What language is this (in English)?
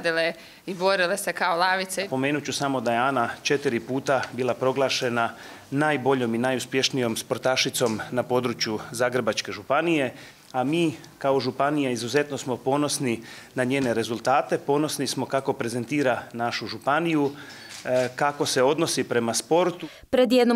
Croatian